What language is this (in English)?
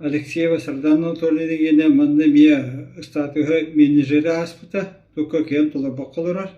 Yakut